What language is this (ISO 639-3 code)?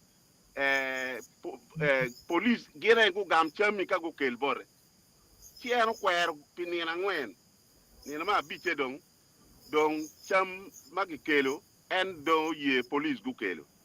ach